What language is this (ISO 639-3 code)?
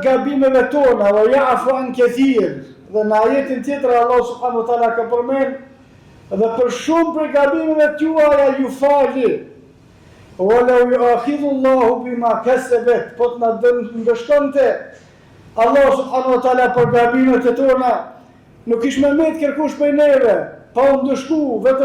sqi